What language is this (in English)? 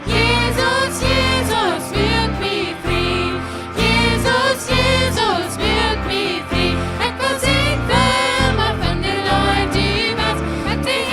Plautdietsch